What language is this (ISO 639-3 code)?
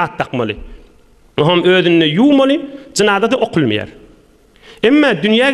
tuk